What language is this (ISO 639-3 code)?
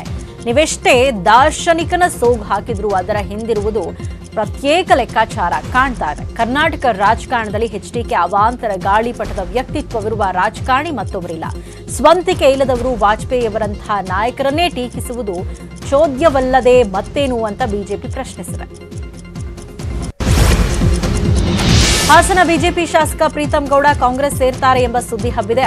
kan